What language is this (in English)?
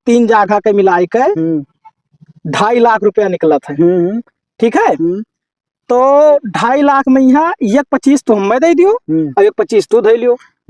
Awadhi